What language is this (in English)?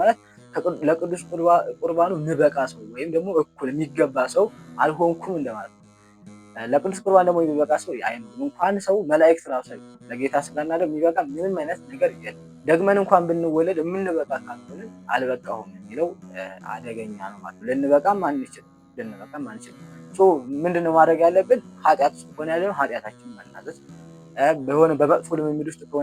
Amharic